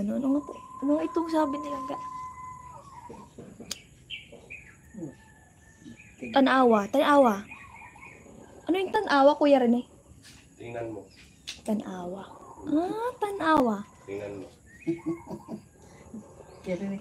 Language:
Filipino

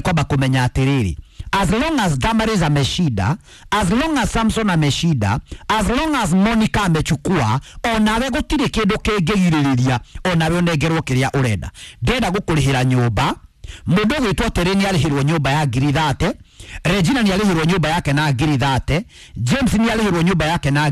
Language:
Kikuyu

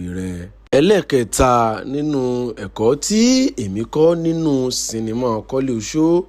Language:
Yoruba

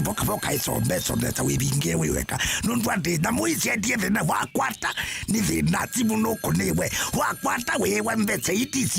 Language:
Kamba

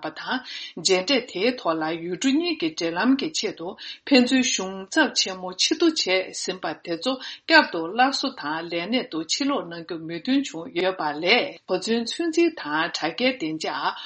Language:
Tibetan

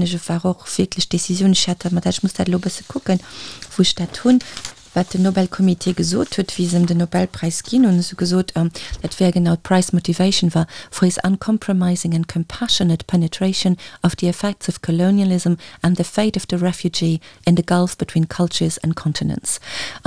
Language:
Luxembourgish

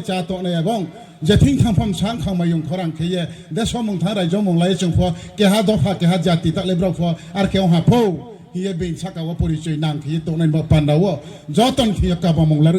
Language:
Riang (India)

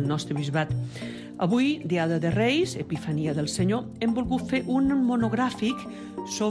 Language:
Catalan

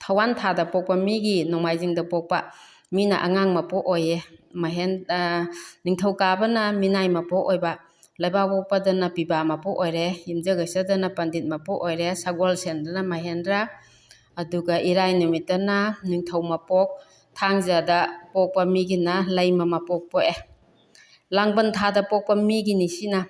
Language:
Manipuri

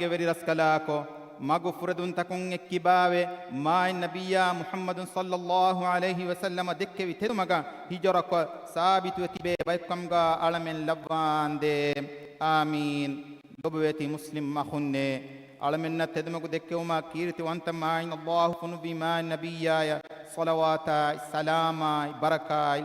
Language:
Divehi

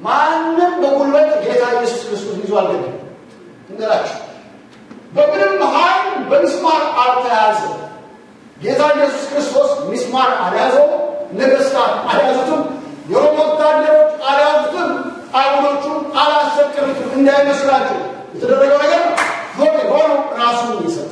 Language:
Amharic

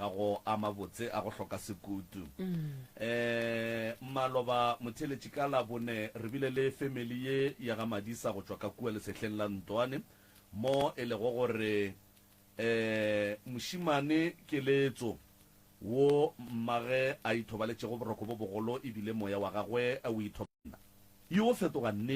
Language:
Northern Sotho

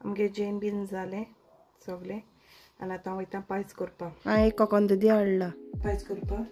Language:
Konkani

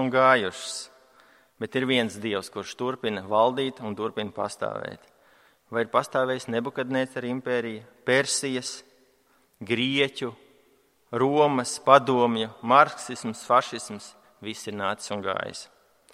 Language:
Latvian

